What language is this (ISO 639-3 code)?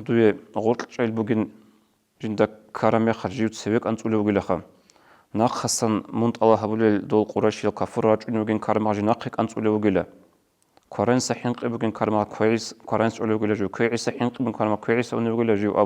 ava